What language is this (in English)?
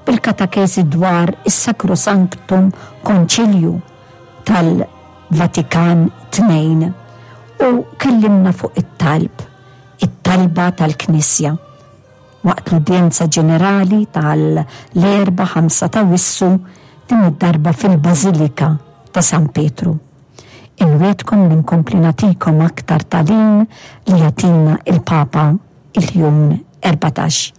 Maltese